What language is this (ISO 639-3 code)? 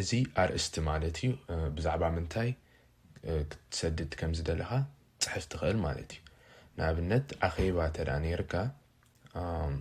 tir